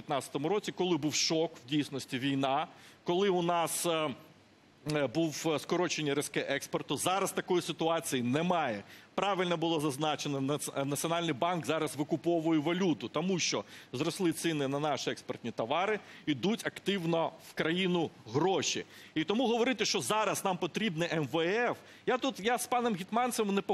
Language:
Ukrainian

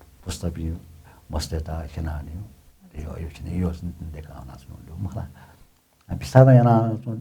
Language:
Newari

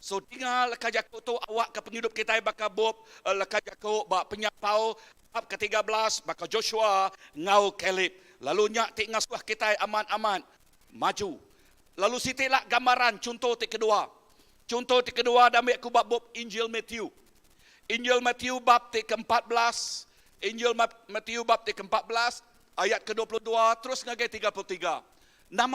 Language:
Iban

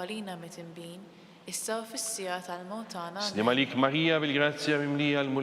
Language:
Maltese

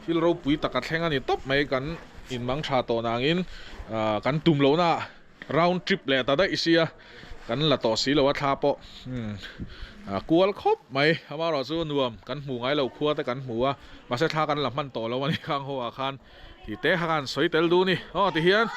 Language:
Mizo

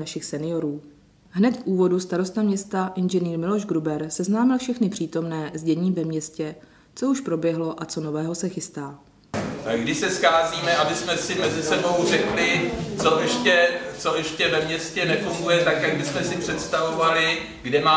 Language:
Czech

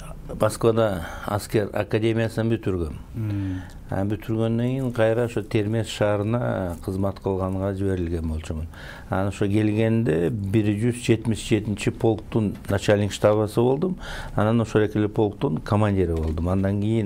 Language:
Kyrgyz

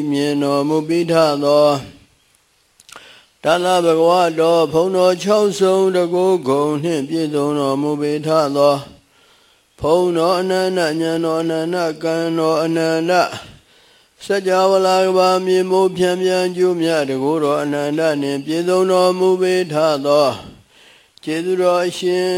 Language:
Burmese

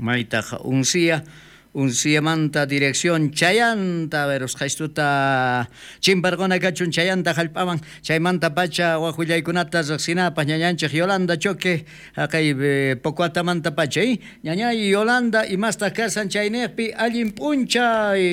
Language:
South Bolivian Quechua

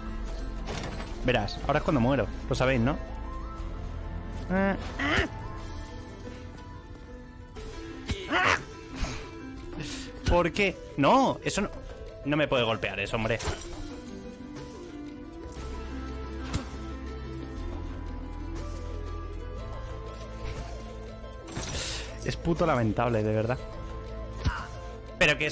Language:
Spanish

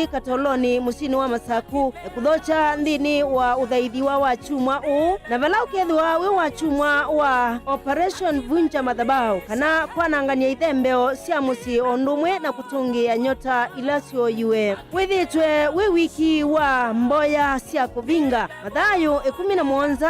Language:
Kamba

